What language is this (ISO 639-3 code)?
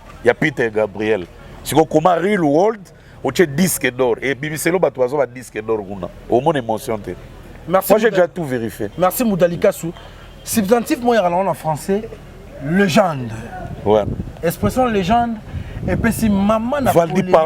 lin